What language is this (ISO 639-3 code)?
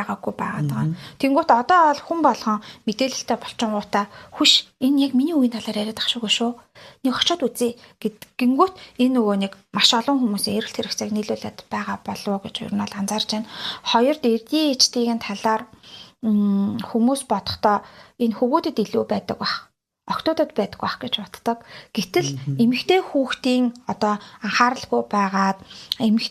mon